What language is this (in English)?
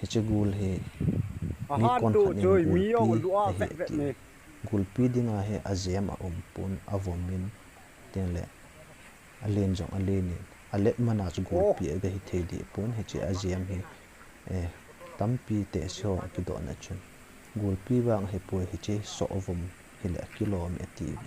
Thado Chin